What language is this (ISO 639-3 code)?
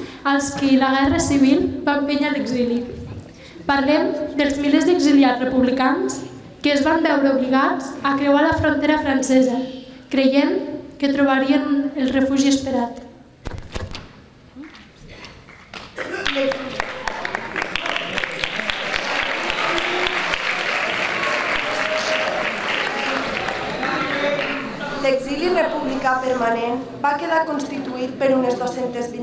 cat